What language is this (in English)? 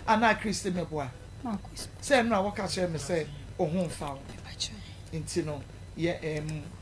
Akan